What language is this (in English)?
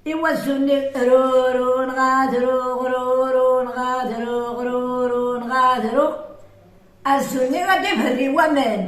Kabyle